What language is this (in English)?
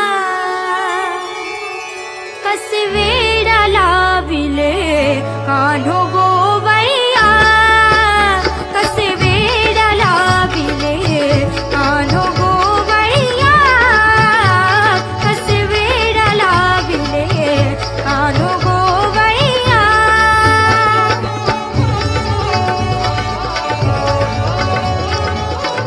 Marathi